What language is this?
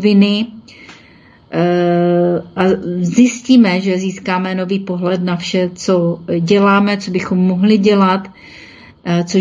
Czech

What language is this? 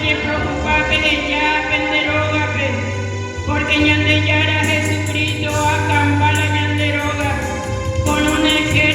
Guarani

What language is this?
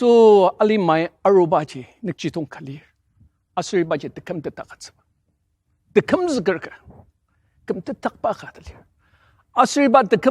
Ao Naga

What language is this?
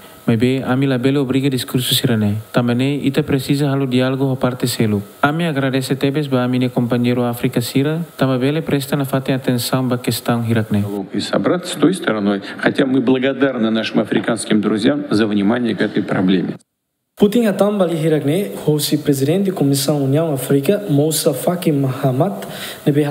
Tetum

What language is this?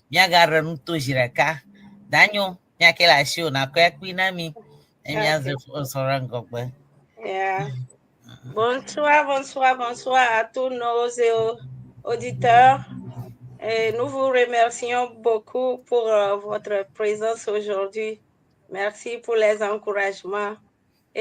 Ewe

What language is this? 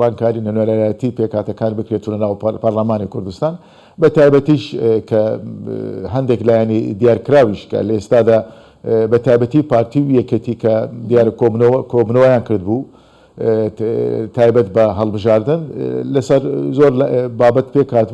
Central Kurdish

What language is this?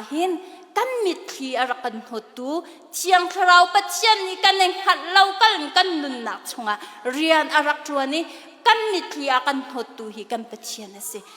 Hakha Chin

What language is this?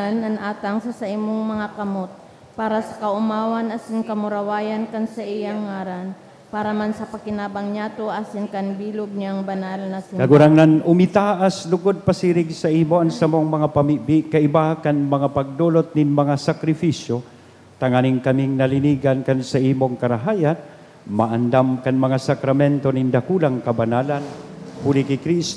Bikol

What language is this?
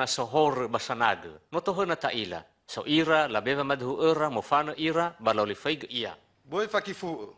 Nias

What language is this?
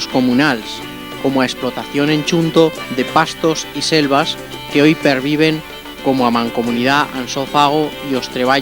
Aragonese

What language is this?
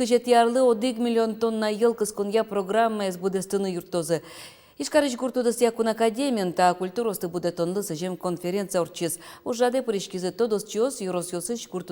Udmurt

